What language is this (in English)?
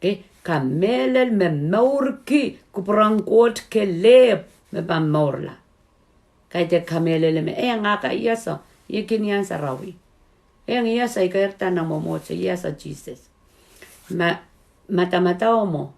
Pohnpeian